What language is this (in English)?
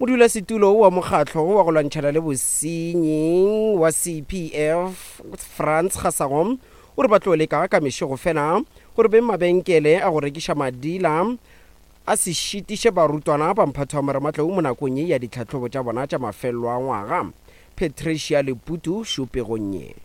Northern Sotho